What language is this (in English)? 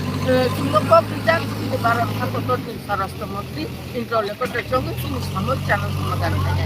Kok Borok